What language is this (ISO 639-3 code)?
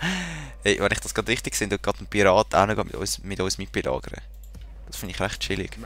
gsw